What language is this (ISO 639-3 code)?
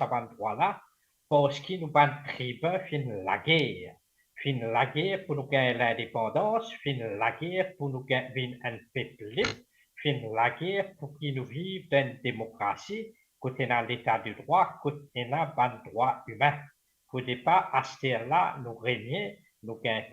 mfe